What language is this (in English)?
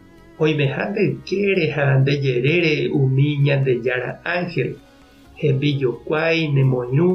Guarani